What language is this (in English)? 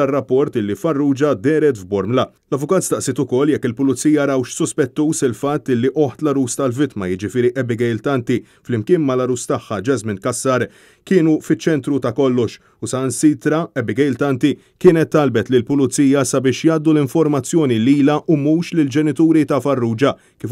Maltese